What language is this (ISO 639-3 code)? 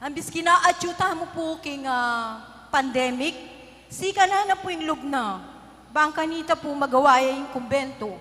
pam